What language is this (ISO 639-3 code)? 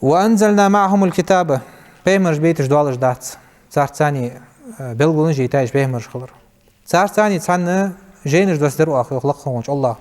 inh